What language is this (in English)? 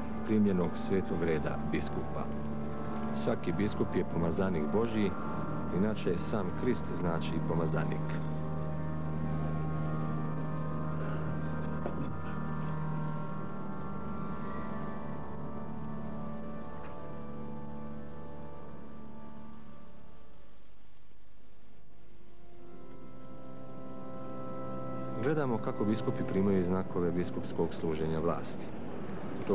Croatian